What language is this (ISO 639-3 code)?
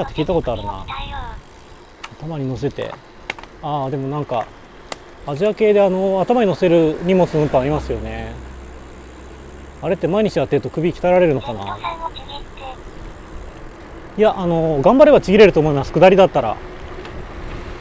jpn